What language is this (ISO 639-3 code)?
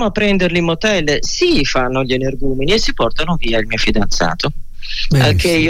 ita